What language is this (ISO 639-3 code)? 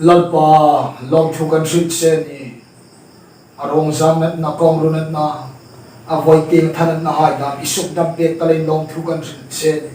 hmr